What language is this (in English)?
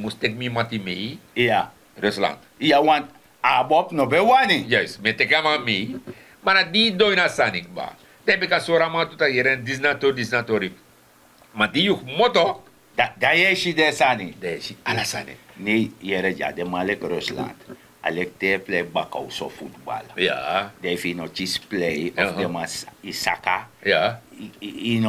Sranan Tongo